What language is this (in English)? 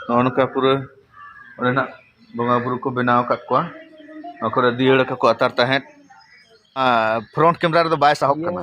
Santali